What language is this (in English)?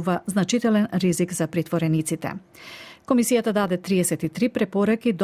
Macedonian